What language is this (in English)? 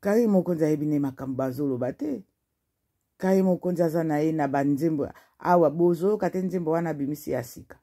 Lingala